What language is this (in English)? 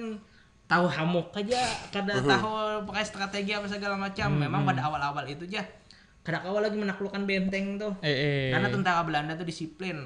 Banjar